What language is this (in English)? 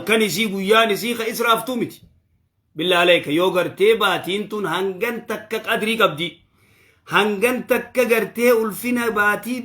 Oromo